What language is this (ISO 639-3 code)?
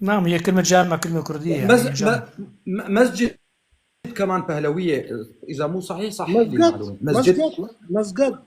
apc